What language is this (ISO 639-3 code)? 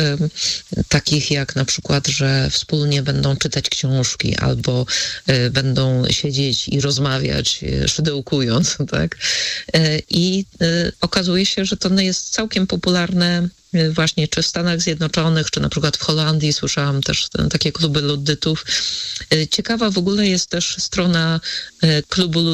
pol